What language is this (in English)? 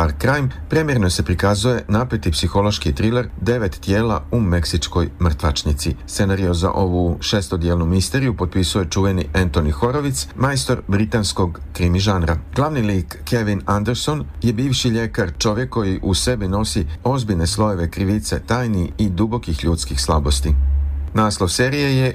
Serbian